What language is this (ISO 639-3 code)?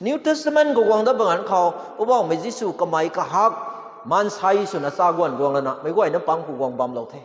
nbu